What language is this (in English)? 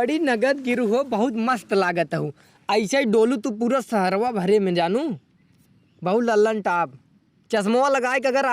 Awadhi